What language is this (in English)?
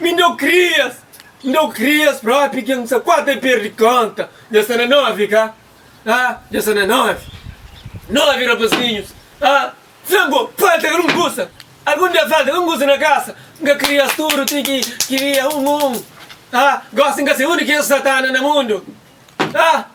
Kabuverdianu